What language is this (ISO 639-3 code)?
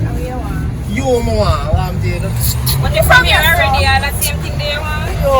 jam